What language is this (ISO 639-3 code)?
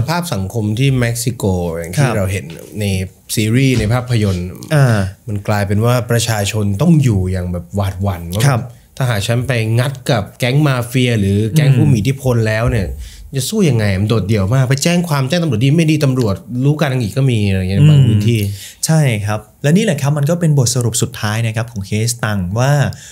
tha